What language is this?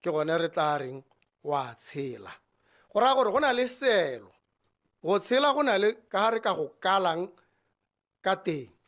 Tswana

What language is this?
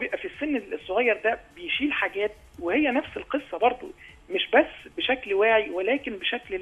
Egyptian Arabic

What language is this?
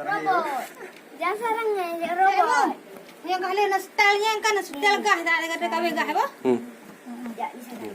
Achinese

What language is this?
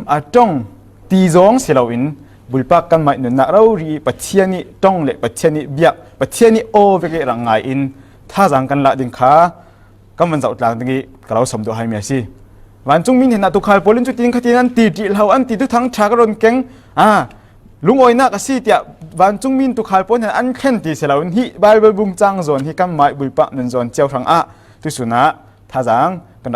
Falam Chin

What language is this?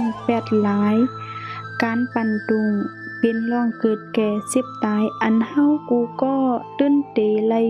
Shan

